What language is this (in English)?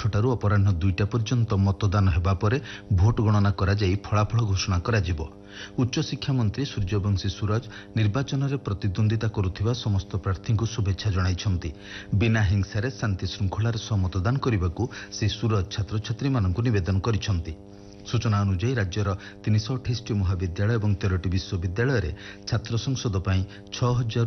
Odia